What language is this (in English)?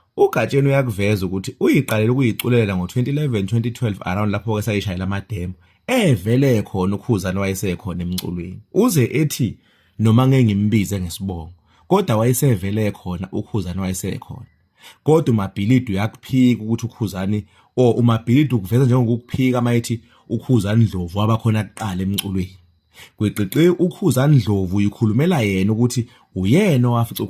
Zulu